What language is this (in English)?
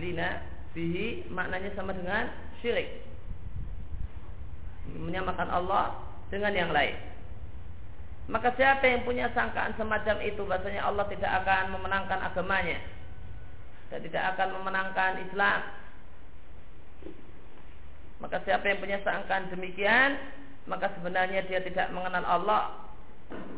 Indonesian